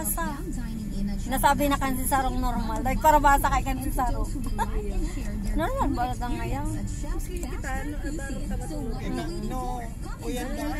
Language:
Bikol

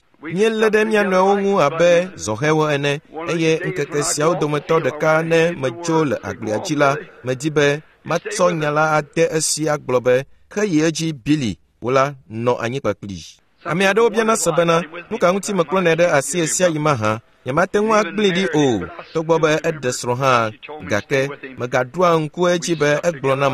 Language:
Ewe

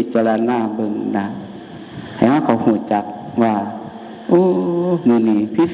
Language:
Northeastern Thai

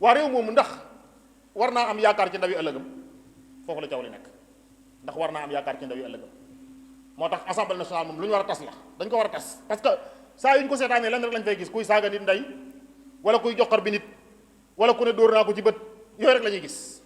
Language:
Wolof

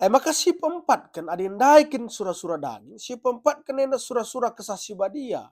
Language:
Batak Karo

